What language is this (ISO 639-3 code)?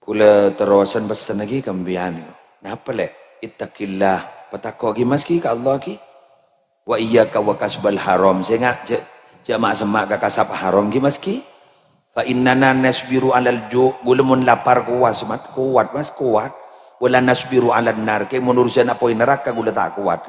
mad